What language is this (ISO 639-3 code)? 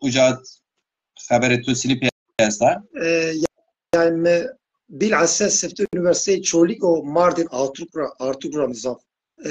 zza